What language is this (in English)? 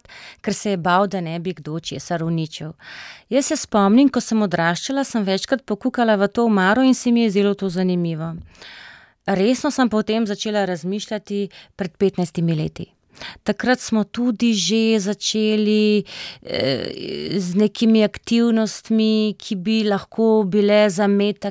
Slovenian